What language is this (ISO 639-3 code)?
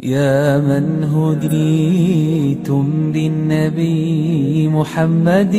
som